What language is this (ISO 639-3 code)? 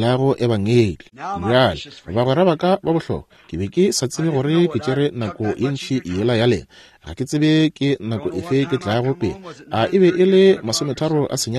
nso